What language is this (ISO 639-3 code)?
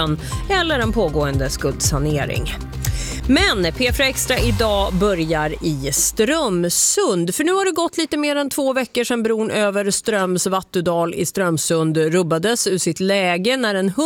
swe